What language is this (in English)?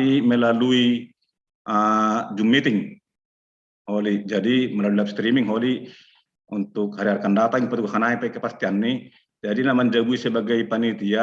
Batak Simalungun